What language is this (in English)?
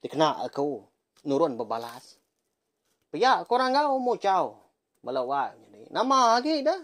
Iban